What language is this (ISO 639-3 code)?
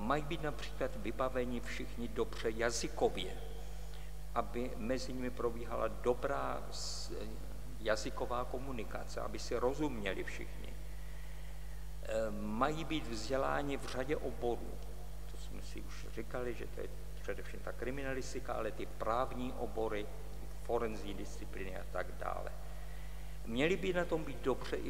ces